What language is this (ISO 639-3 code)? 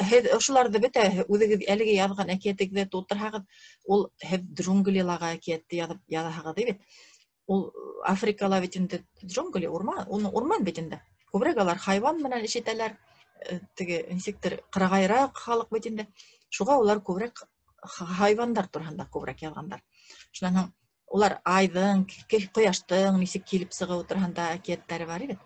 bak